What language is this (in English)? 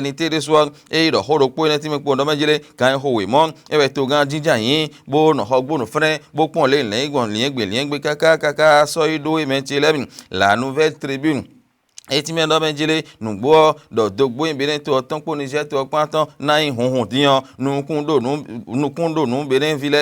Fon